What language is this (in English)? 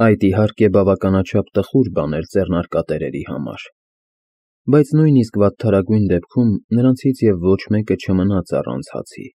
Armenian